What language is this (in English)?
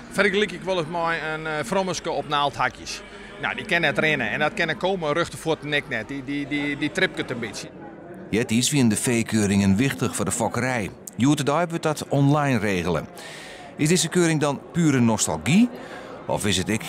Western Frisian